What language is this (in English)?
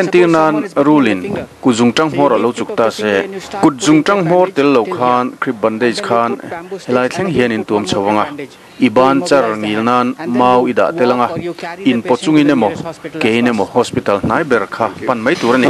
Mizo